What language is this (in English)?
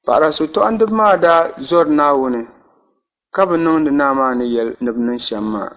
Dagbani